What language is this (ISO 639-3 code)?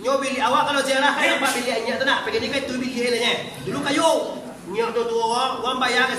min